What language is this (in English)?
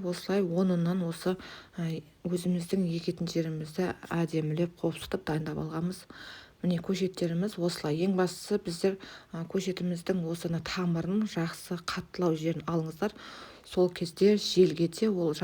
Kazakh